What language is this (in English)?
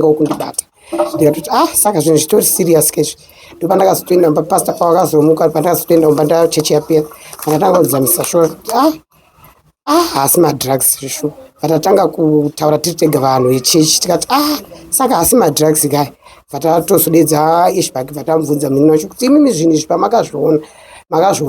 Shona